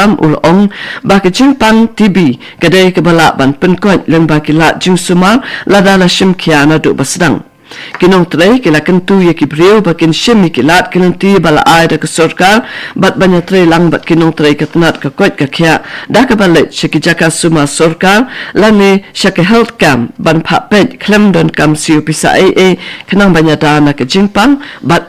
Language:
Khasi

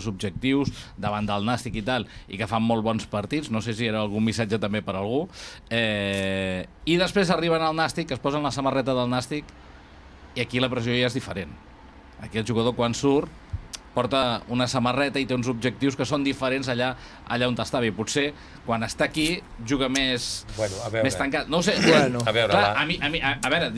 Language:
Catalan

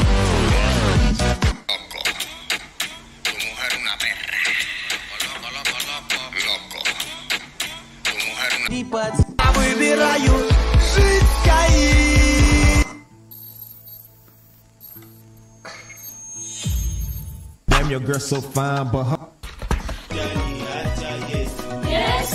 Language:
Italian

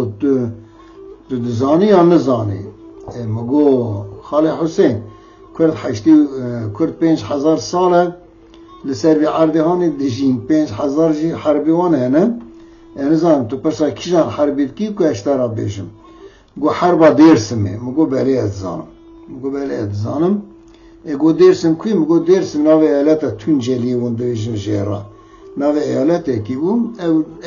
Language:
Kurdish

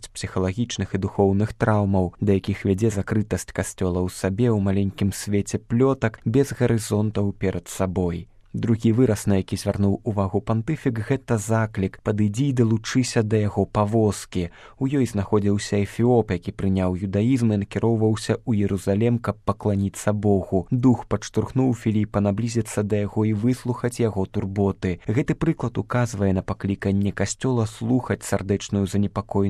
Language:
Belarusian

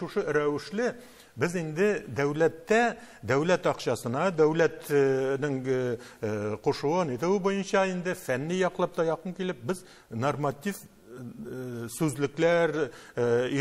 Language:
Tatar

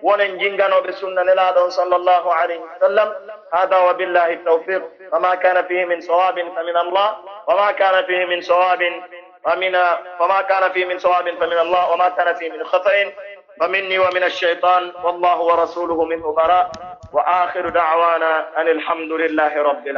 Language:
Pular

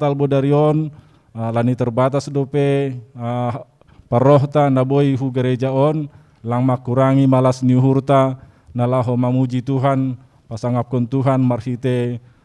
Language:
Batak Simalungun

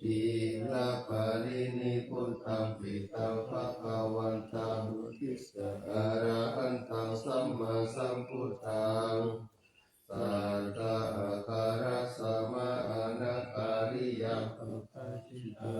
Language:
Pali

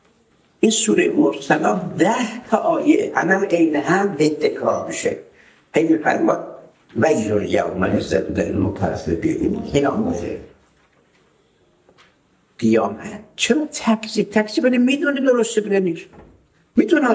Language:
Persian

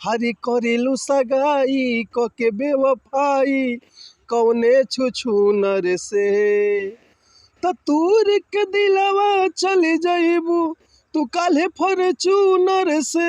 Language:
Bhojpuri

